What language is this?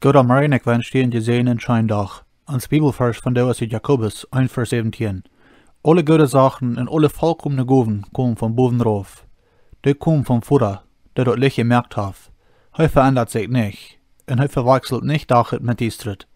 Plautdietsch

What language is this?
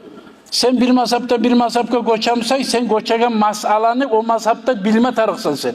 Kumyk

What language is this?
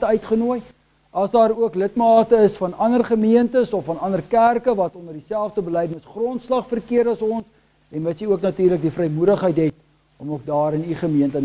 Afrikaans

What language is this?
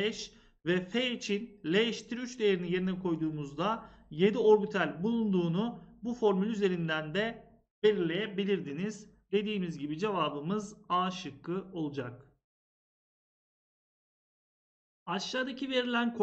Turkish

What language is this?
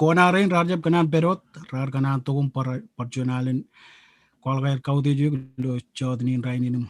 Marshallese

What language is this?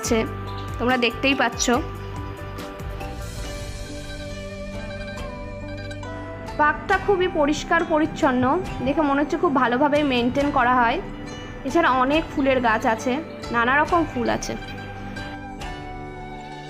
Bangla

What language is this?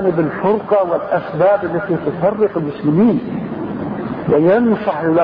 Arabic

